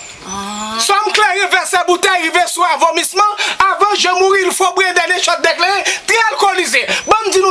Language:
Haitian Creole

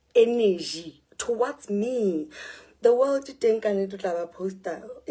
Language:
Southern Sotho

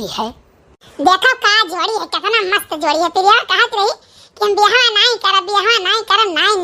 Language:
Awadhi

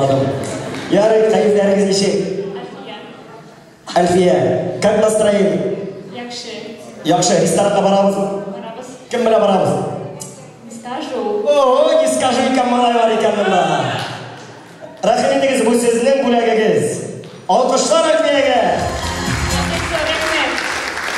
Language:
Kazakh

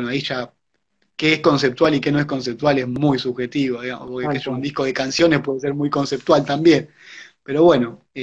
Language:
Spanish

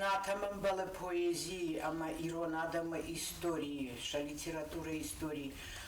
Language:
Ossetic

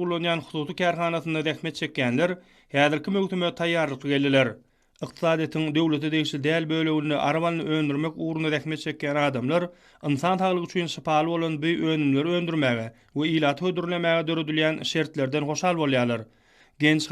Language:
Turkmen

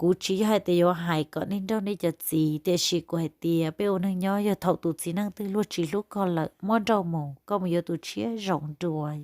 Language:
Hmong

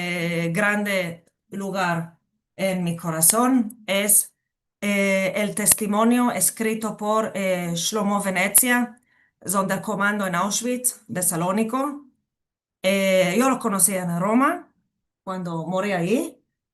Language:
Ladino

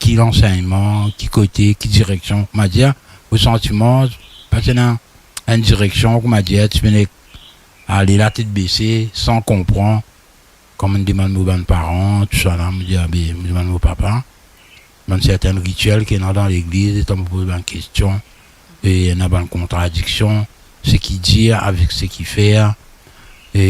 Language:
Morisyen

